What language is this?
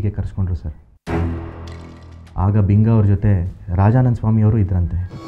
Kannada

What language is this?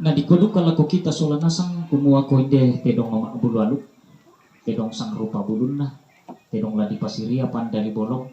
Toraja-Sa'dan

